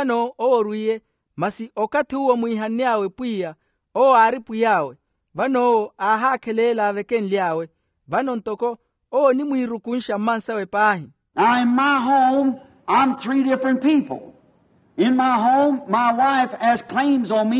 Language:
Makhuwa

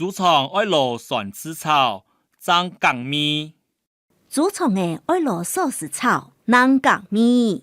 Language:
Hakka Chinese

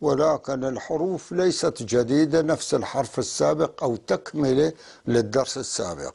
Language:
North Levantine Arabic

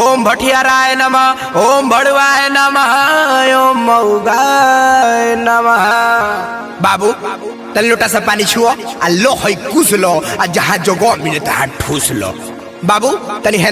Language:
Bhojpuri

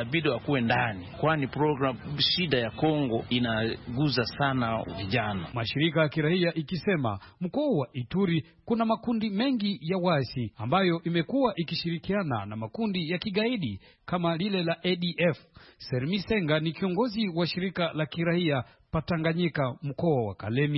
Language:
Swahili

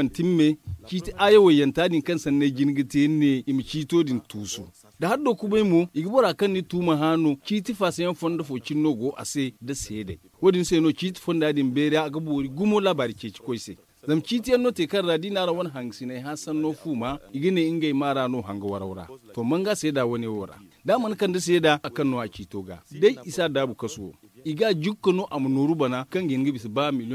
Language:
Zarma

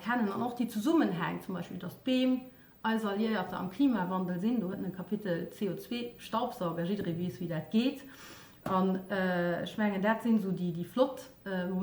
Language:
Luxembourgish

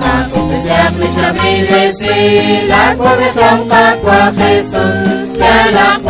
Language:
Kekchí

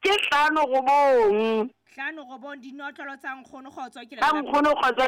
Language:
Southern Sotho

